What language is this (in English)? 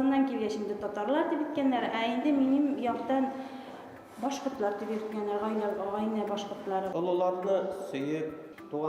Bashkir